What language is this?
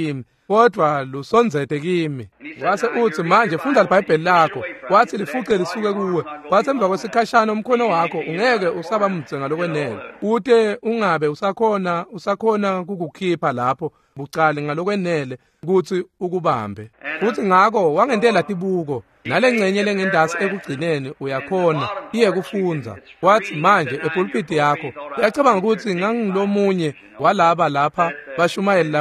Swati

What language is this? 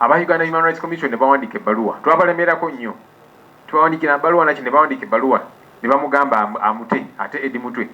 Ganda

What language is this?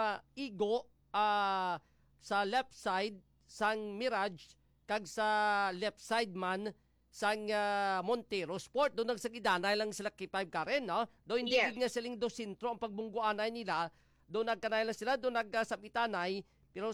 Hiligaynon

